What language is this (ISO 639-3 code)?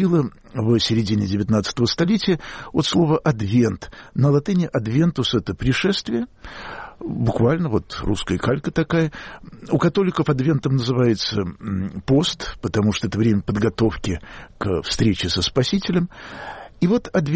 rus